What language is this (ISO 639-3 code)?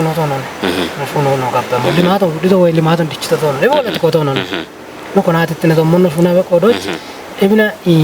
kbr